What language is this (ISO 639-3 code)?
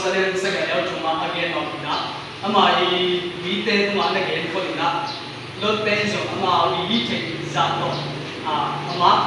ctd